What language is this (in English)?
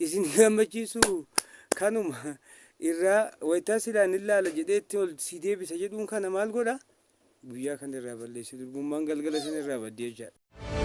Oromo